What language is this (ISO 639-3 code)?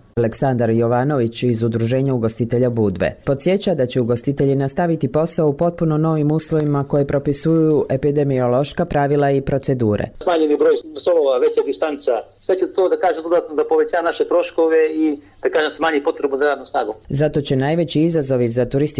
srp